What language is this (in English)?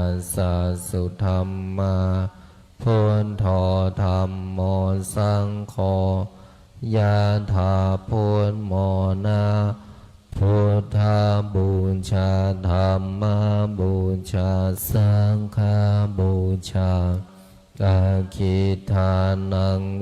Pali